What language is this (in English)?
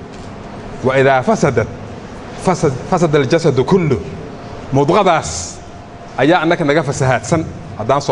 Somali